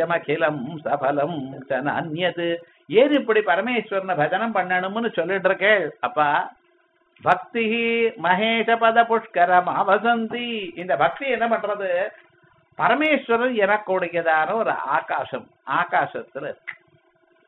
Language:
Tamil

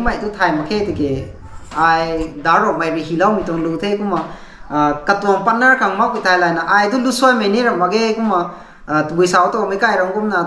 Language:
Rongmei Naga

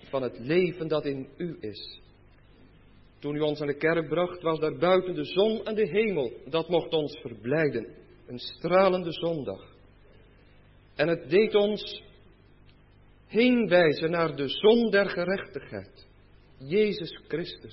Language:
Dutch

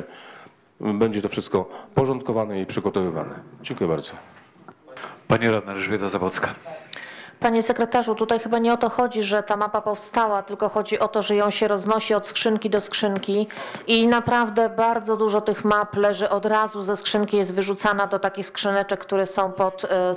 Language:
Polish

